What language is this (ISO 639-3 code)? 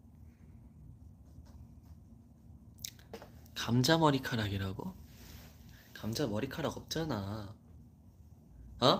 kor